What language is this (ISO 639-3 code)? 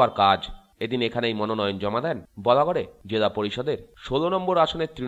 ben